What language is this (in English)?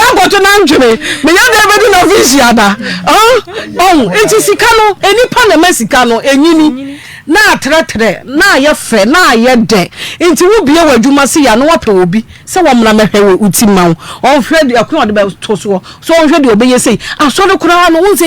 Akan